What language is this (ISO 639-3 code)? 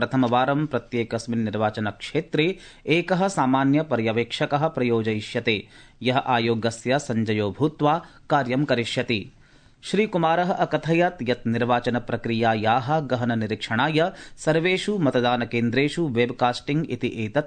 san